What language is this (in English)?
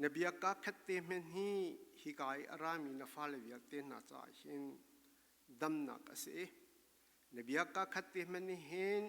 Falam Chin